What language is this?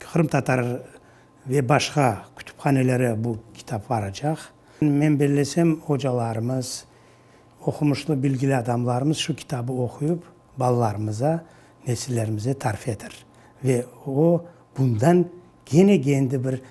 Crimean Tatar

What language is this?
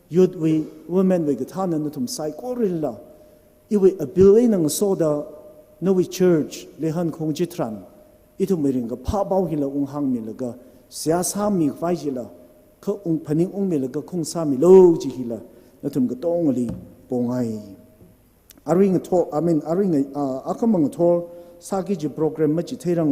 Tangkhul Naga (India)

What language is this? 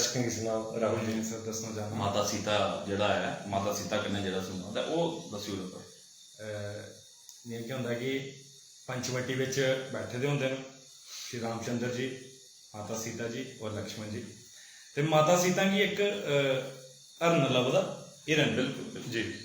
Dogri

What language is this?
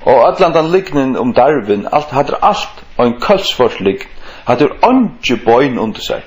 Faroese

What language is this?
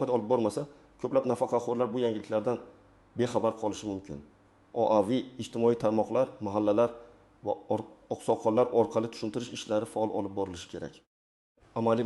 Uzbek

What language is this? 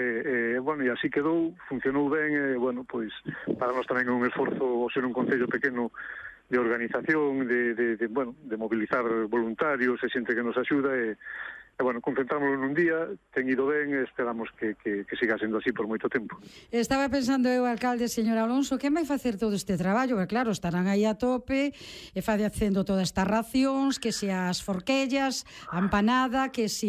Galician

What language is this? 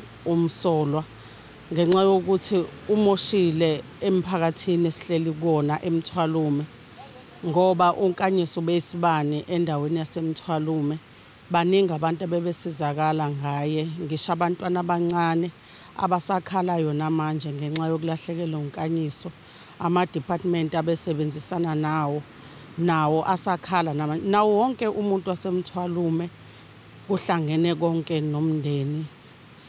Zulu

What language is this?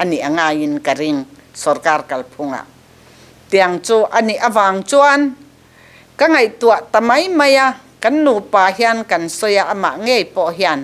Mizo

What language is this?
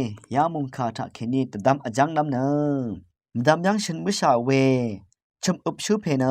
Rawang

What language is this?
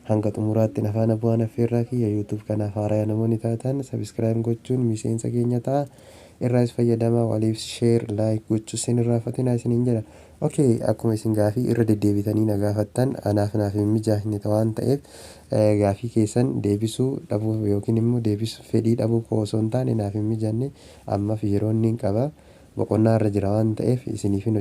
Oromo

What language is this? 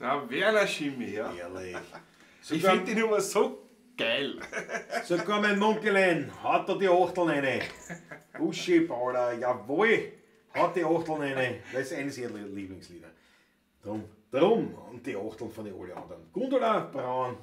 Bavarian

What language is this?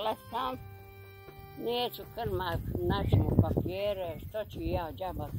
Bosnian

